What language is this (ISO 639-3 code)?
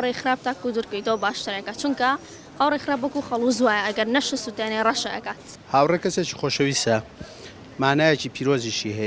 ckb